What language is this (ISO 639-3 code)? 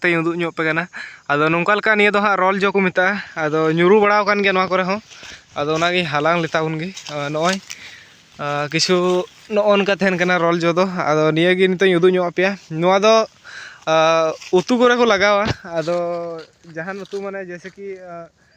sat